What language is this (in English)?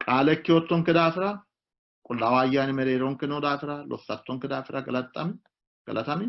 Sidamo